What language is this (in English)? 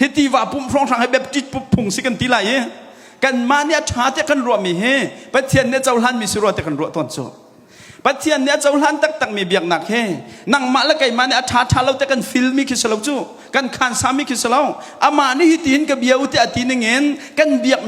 Hakha Chin